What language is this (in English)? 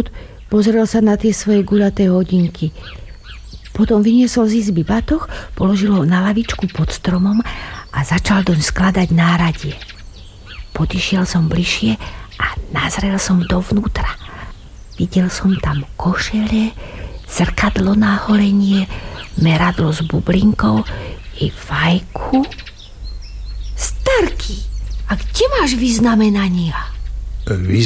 Slovak